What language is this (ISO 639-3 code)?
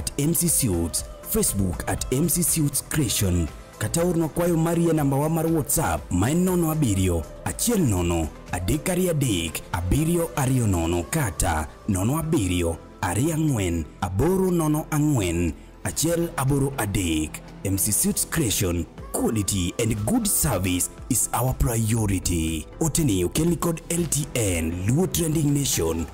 luo